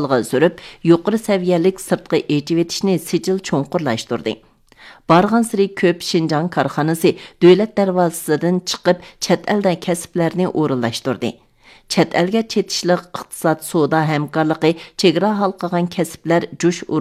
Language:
Uyghur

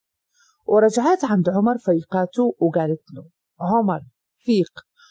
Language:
Moroccan Arabic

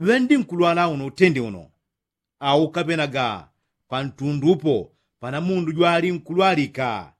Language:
Yao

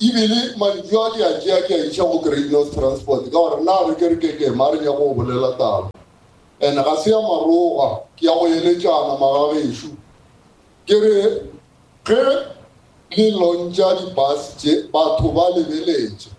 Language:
Northern Sotho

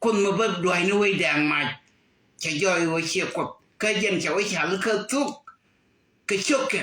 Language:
Nuer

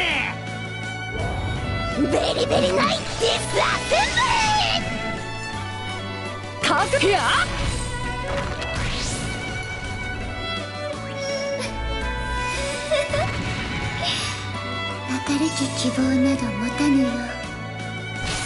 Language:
Japanese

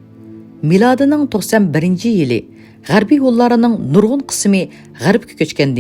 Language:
Uyghur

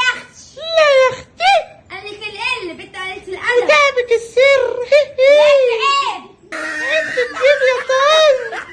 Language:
Egyptian Arabic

